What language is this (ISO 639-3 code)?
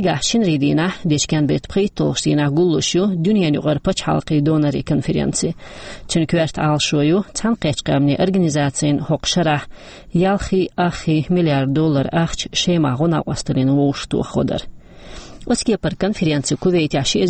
che